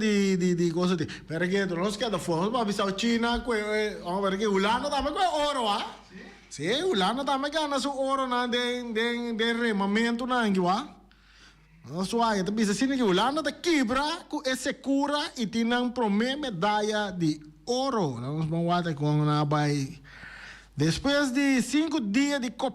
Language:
Papiamento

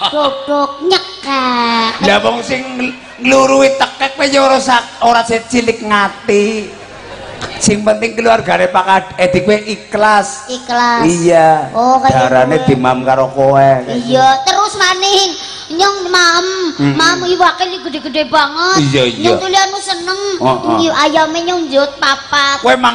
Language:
Javanese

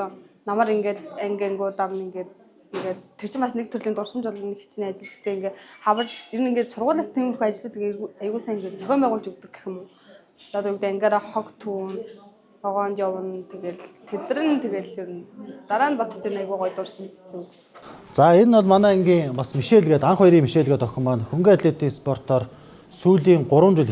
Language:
Mongolian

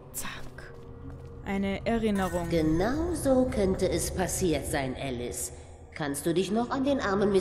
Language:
German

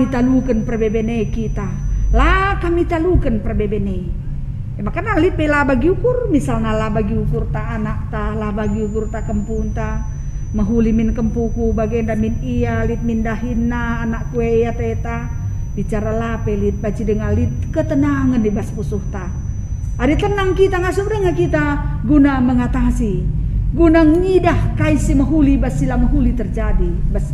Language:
Batak Karo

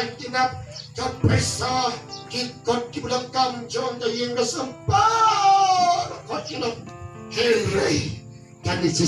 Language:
Khasi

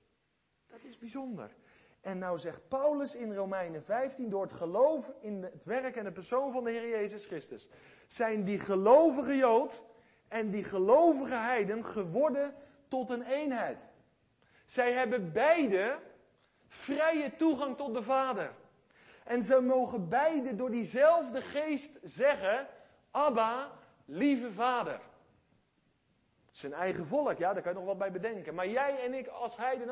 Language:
Dutch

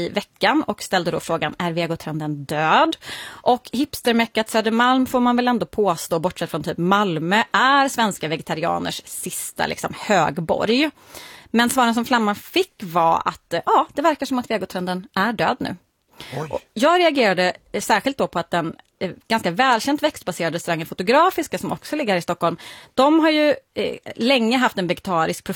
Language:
Swedish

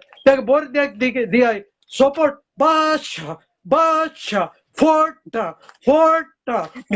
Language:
Konkani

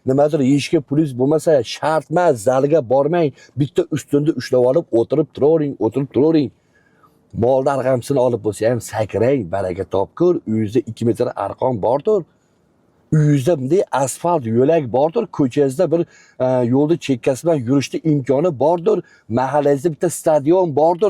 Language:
Uzbek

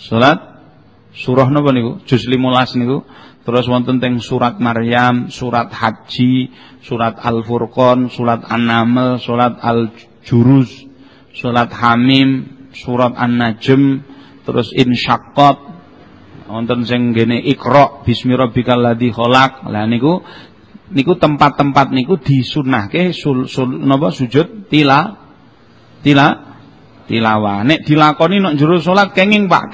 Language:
Javanese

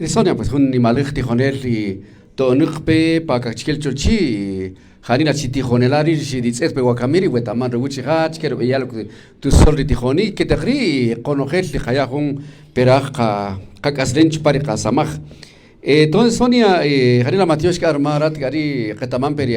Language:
Kaqchikel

